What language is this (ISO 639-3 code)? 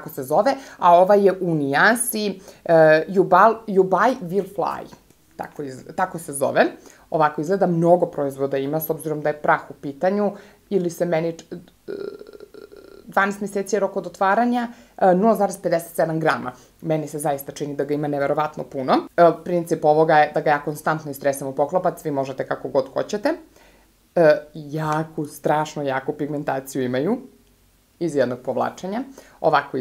srp